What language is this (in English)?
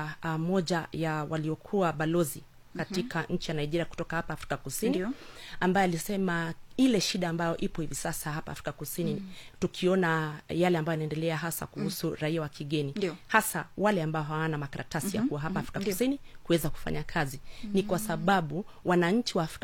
Swahili